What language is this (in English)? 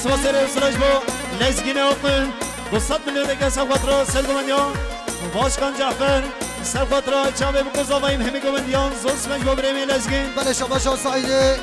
Kurdish